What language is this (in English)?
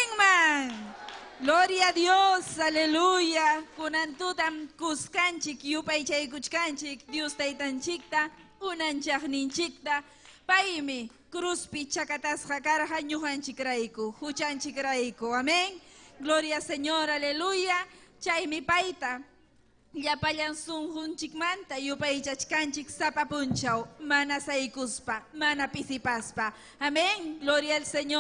Ayacucho Quechua